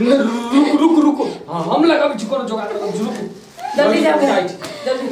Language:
Maithili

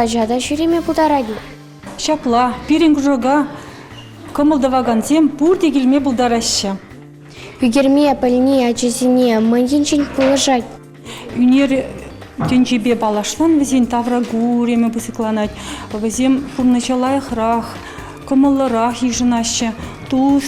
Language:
Chuvash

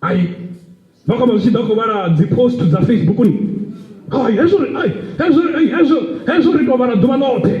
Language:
Venda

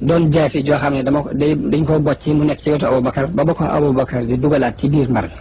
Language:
Wolof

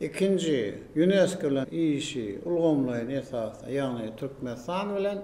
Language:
Turkmen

